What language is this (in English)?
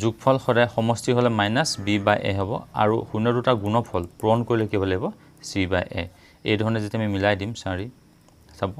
Assamese